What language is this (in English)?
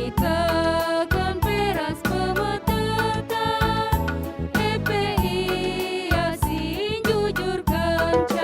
Batak Karo